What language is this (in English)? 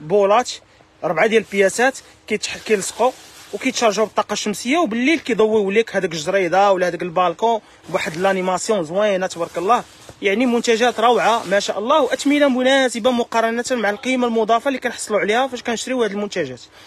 Moroccan Arabic